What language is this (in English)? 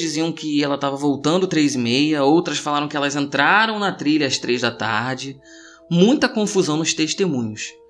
Portuguese